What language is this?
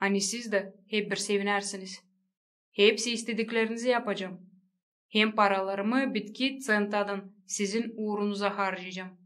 Gagauz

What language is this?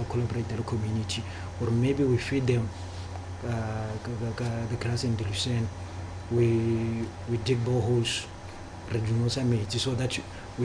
Tswana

